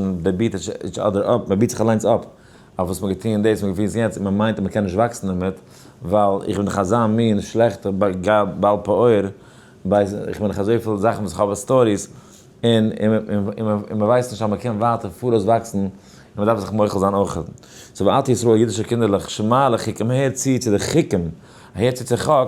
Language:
Yiddish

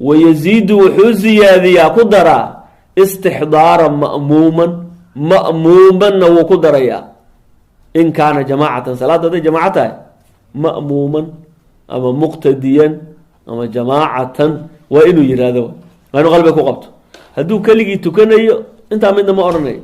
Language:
Somali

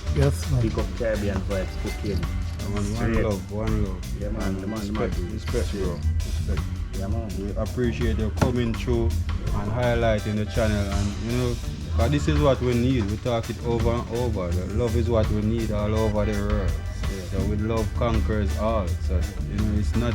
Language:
Jamaican Creole English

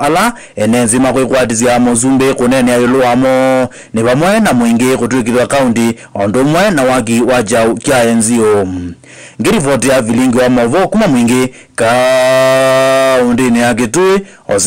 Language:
Kamba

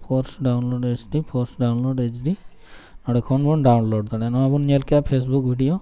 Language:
Santali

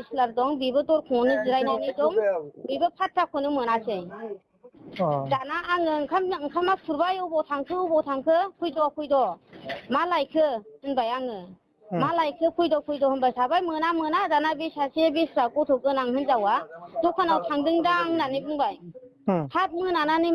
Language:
Bodo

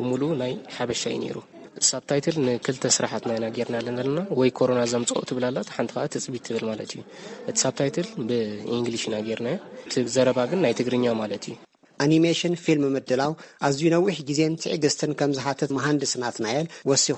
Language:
Tigrinya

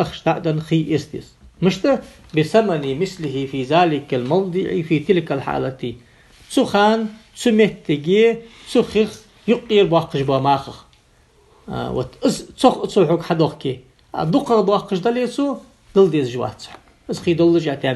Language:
Ingush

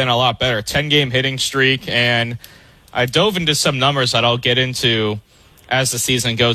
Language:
English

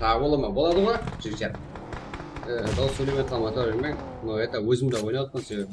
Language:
Kara-Kalpak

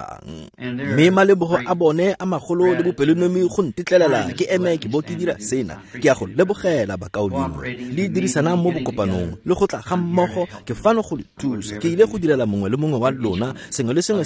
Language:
Tswana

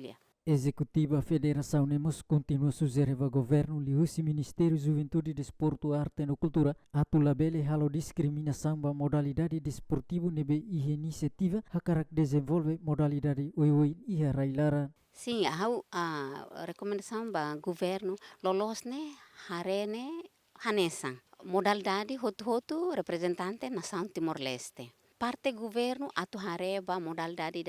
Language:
Tetum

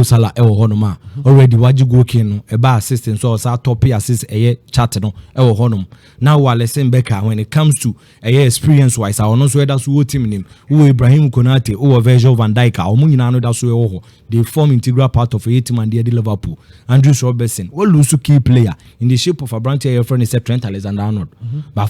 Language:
Akan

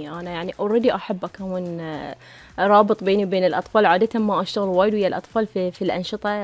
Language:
Gulf Arabic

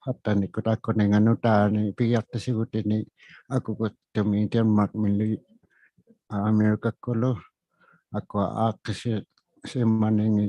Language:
Inuktitut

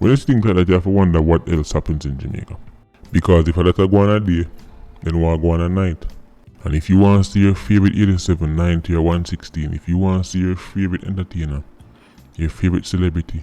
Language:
Jamaican Creole English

